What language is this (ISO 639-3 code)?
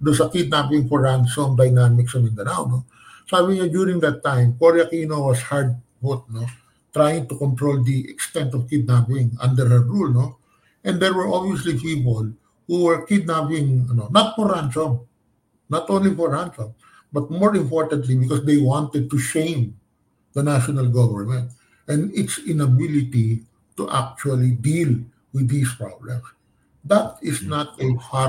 fil